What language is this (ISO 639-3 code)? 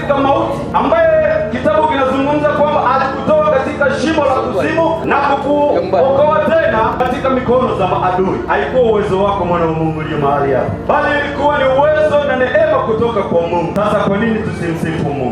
swa